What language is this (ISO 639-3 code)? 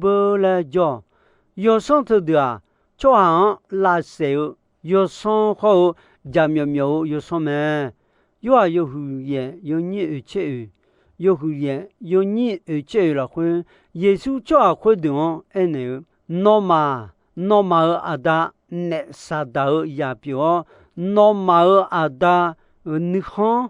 ahk